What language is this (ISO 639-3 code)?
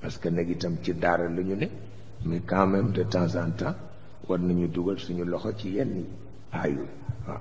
wol